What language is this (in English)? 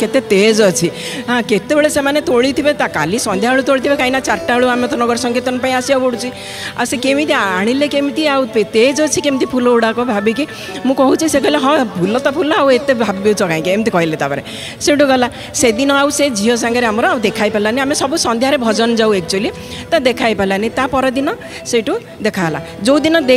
Odia